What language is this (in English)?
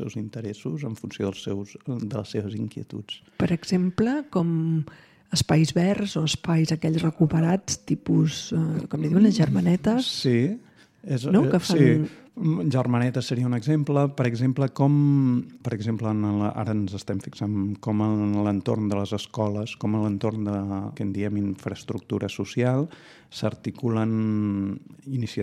Catalan